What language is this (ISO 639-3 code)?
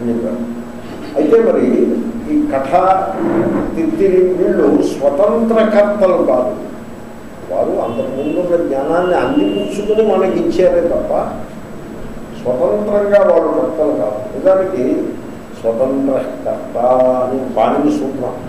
tel